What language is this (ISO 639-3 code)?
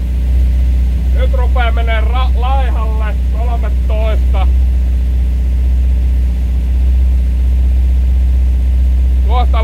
fin